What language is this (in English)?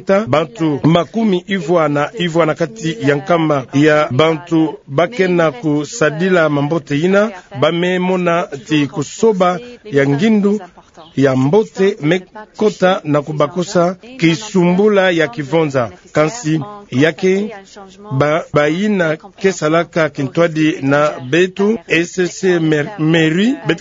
Kituba (Democratic Republic of Congo)